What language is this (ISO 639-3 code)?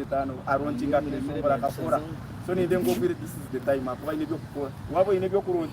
nyn